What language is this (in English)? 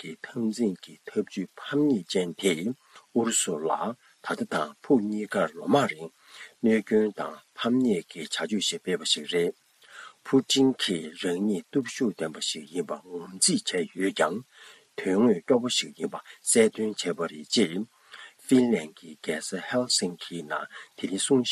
Tibetan